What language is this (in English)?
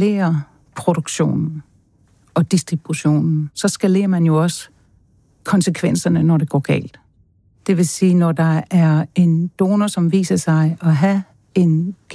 Danish